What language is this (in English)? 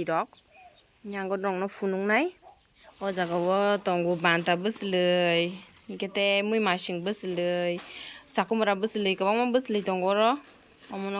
Kok Borok